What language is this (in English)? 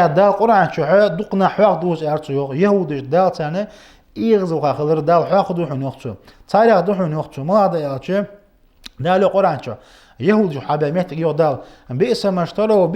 Ingush